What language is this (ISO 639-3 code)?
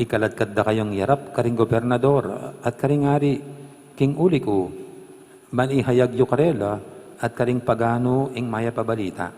pam